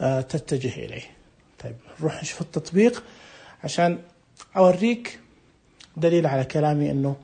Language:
Najdi Arabic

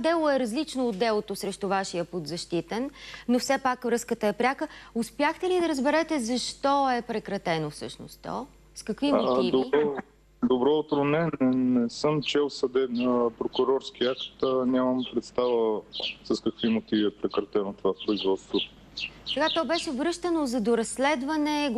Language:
Bulgarian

